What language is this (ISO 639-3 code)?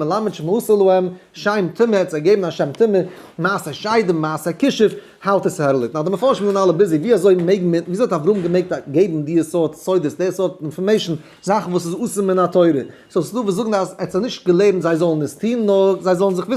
yid